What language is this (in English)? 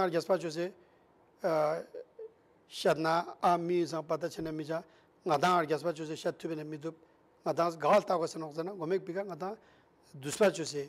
Ladakhi